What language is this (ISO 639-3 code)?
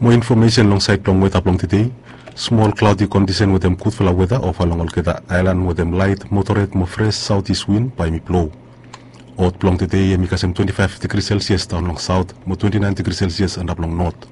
bis